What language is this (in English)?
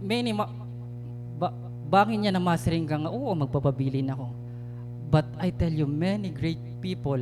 Waray